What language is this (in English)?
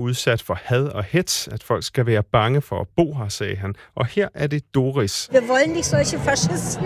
Danish